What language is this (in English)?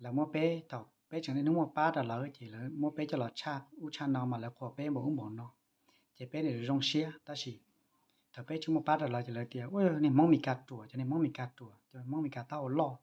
Hmong